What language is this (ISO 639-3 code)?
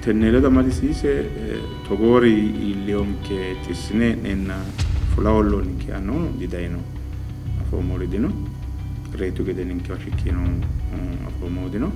sid